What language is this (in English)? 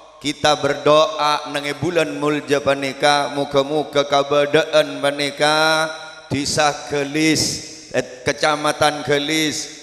Madurese